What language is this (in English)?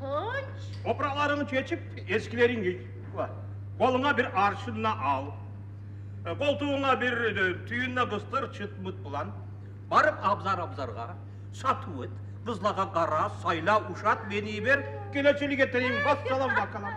Kumyk